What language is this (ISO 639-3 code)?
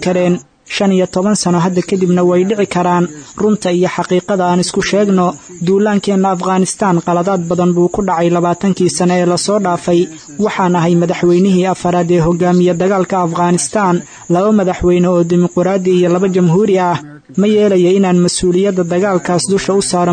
som